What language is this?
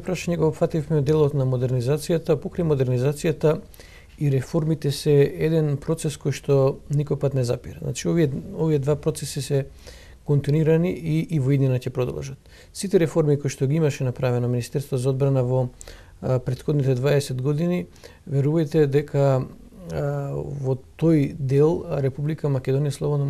Macedonian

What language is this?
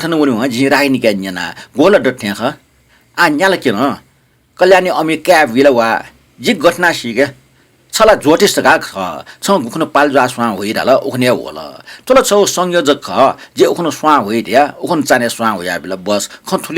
Newari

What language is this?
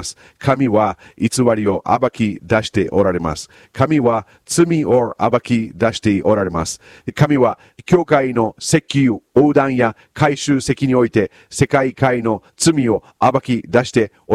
Japanese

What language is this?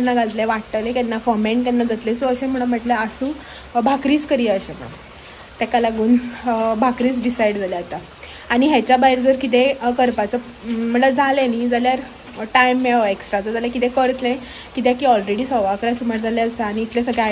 Konkani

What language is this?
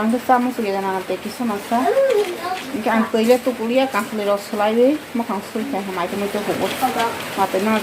Kok Borok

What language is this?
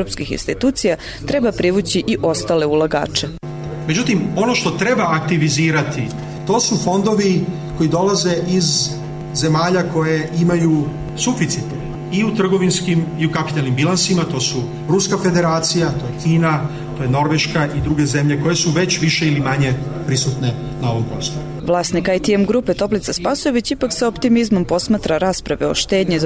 Serbian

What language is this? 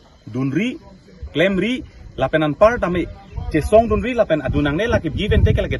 Karbi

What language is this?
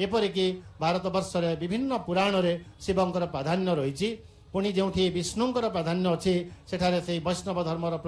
Odia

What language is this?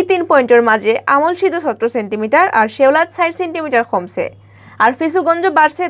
Sylheti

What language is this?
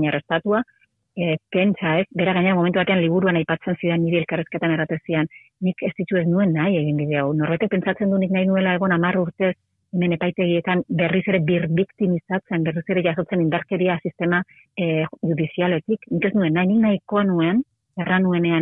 Basque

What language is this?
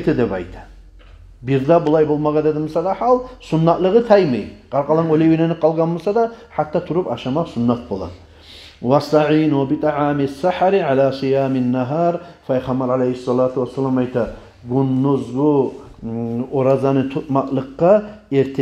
Kumyk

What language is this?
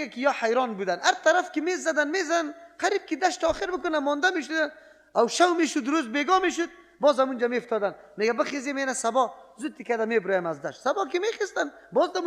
Persian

